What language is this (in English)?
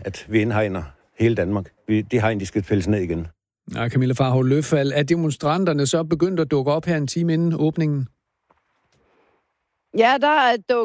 Danish